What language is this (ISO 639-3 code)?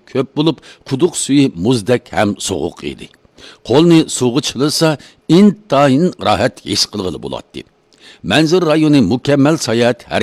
uig